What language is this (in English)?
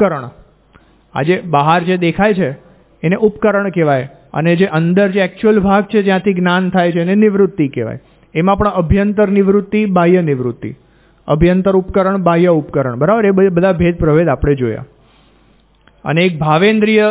Gujarati